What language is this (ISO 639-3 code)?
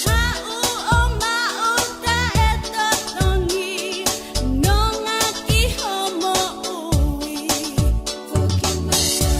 ton